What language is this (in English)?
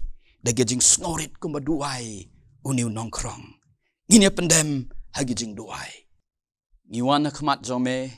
Khasi